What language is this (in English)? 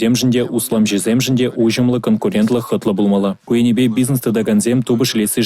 Chuvash